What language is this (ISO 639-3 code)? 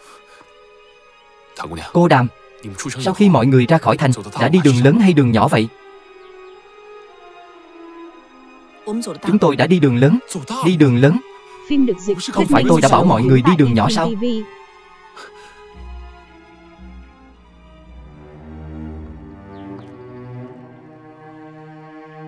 vie